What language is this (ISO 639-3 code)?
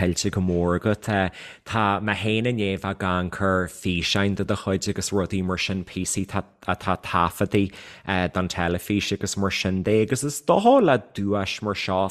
gle